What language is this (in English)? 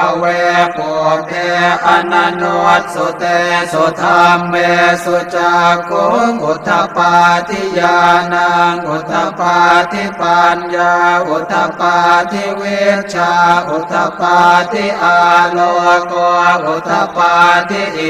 Pali